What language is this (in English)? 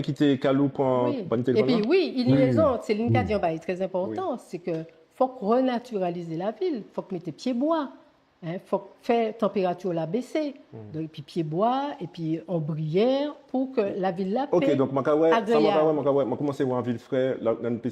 Guadeloupean Creole French